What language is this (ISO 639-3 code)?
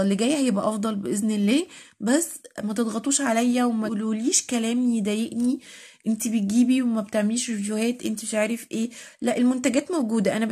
arz